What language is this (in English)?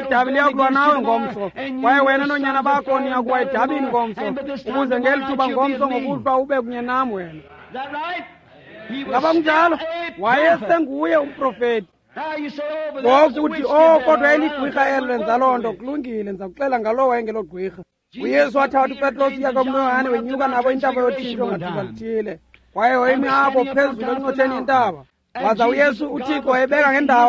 Xhosa